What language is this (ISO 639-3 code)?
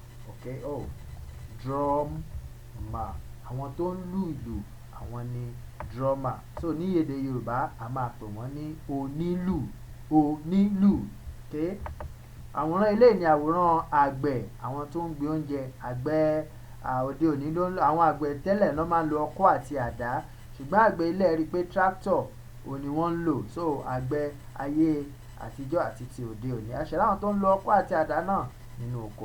yor